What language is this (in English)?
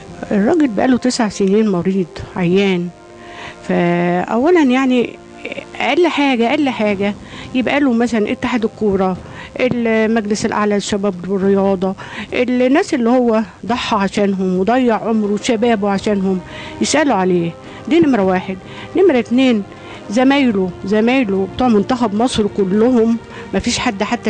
Egyptian Arabic